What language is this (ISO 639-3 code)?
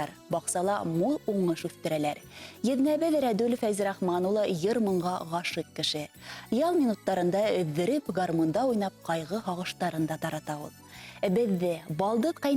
bak